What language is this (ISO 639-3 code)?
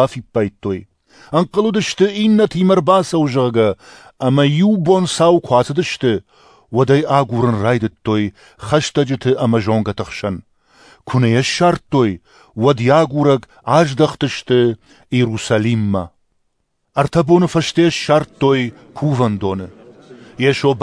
oss